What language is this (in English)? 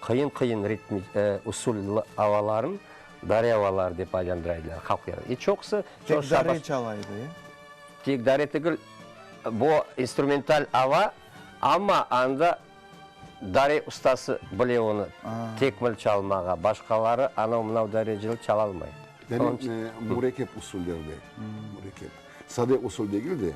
Crimean Tatar